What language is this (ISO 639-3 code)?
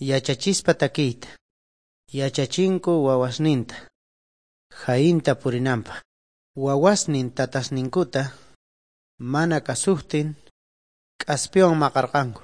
que